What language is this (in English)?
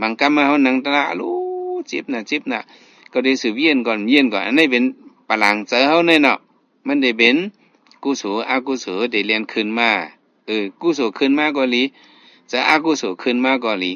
Shan